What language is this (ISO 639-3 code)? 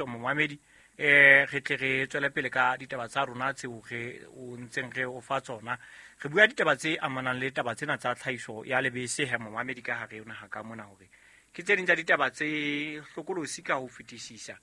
sot